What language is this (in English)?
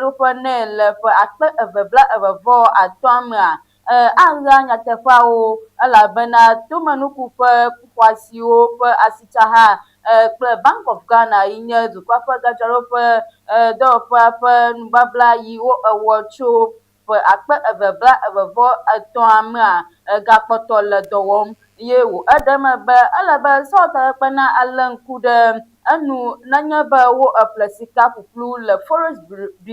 Ewe